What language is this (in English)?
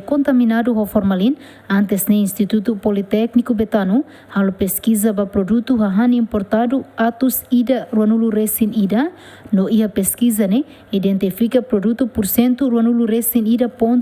Tetum